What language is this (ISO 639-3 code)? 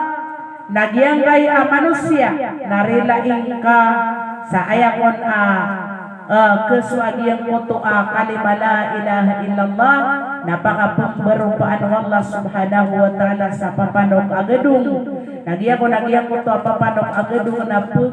mrw